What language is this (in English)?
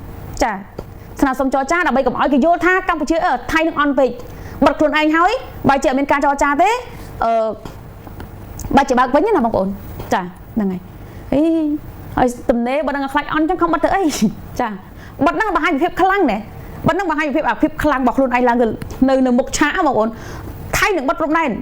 Khmer